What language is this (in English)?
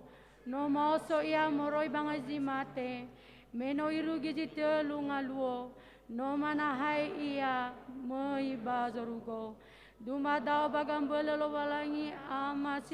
Nias